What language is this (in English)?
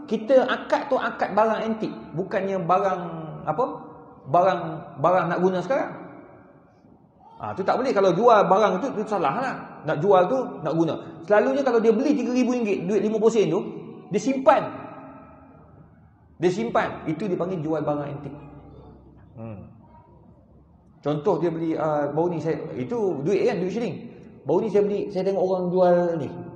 Malay